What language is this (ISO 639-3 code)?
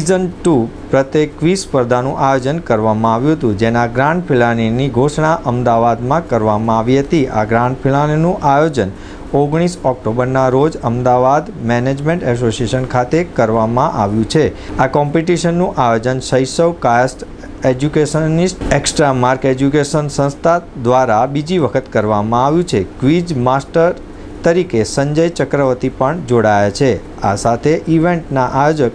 guj